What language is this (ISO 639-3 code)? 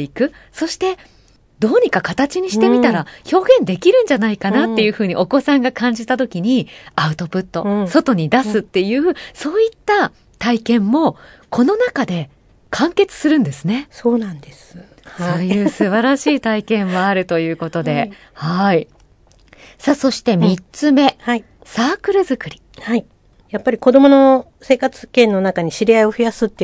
jpn